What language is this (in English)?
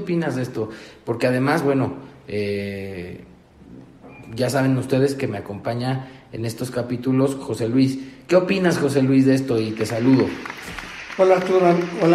Spanish